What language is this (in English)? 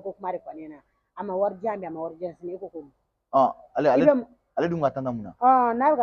Bambara